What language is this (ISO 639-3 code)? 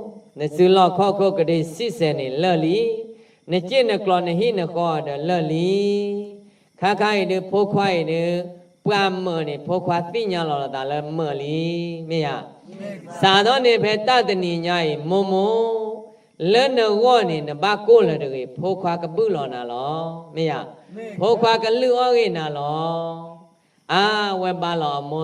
ksw